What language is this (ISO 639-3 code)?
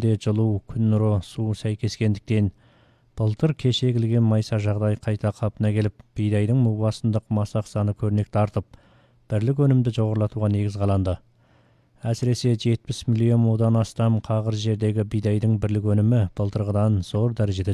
kaz